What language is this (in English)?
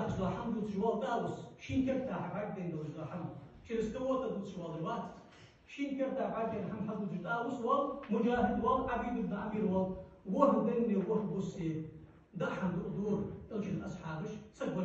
Ingush